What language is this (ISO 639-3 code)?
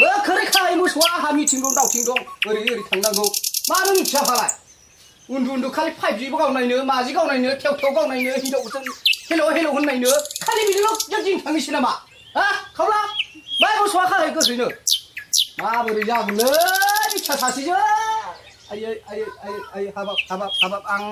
brx